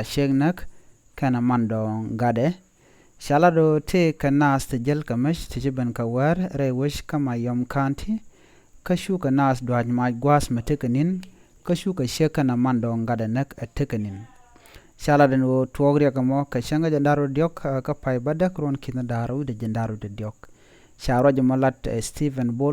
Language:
Nuer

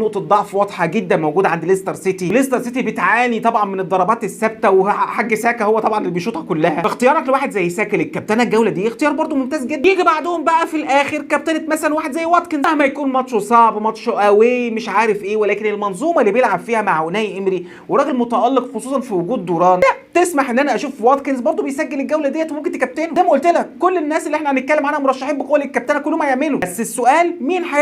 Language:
Egyptian Arabic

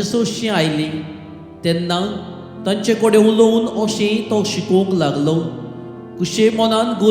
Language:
Konkani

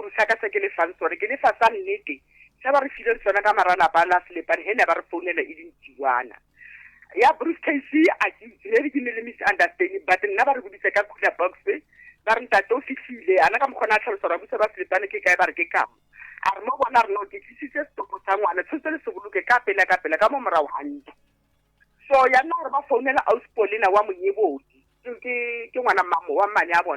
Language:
Northern Sotho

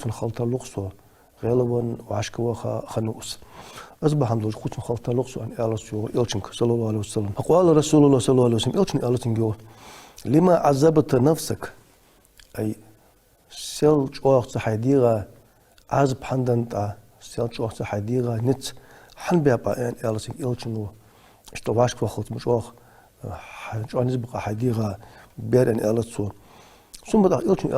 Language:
Ingush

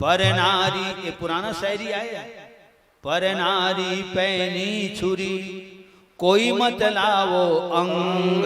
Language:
Chhattisgarhi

